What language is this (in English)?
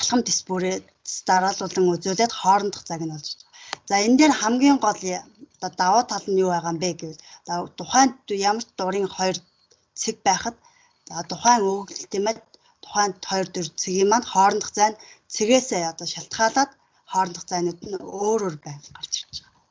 Mongolian